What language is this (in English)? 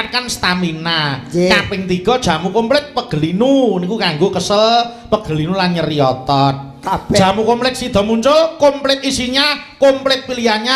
Javanese